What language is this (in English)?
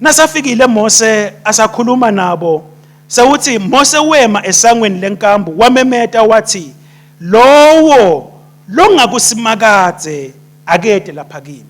Swati